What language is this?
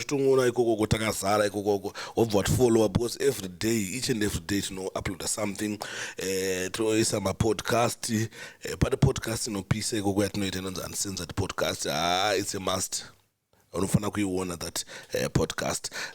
Shona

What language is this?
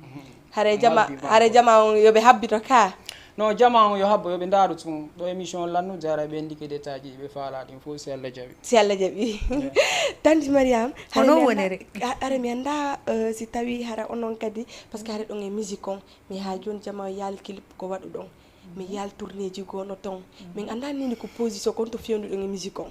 Fula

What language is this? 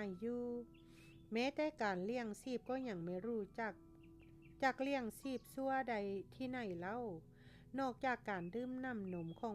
Lao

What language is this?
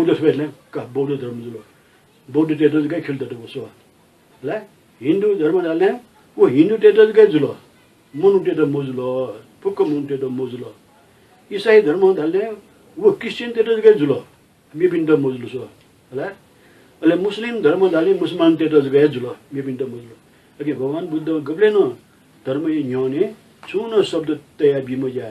Newari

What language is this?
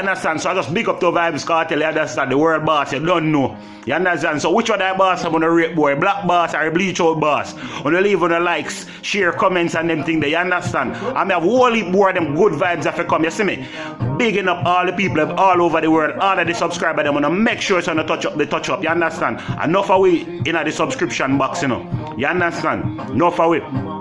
Jamaican Creole English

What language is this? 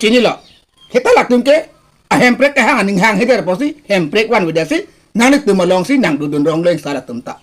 Karbi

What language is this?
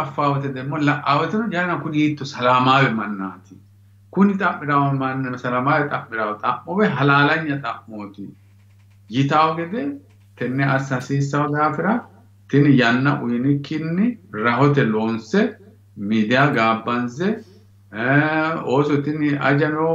Sidamo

